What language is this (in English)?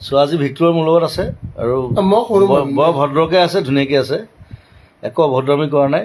Assamese